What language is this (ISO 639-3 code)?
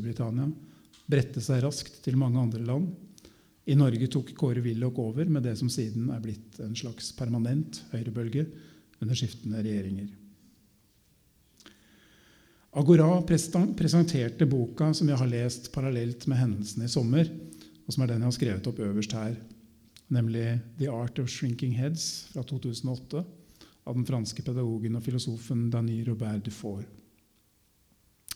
nor